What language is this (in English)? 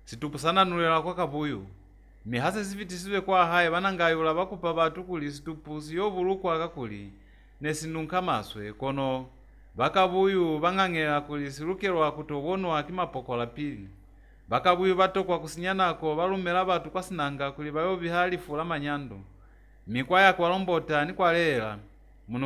Lozi